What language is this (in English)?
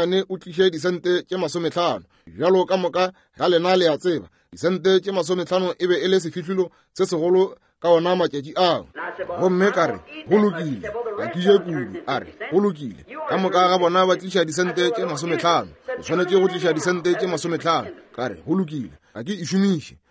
Northern Sotho